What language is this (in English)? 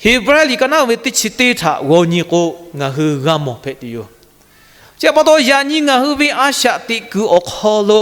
Lahu